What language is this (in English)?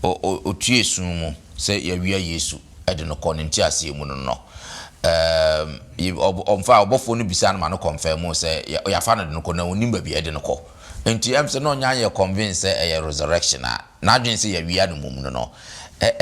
Akan